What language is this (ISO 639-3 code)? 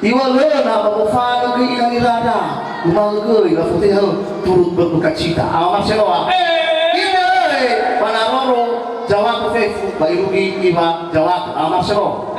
nia